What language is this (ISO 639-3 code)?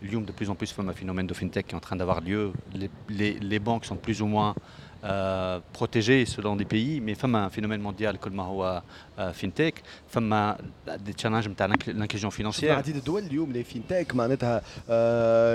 aeb